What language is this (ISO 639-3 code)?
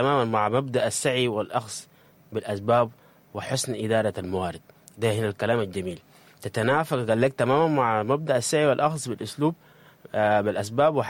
apd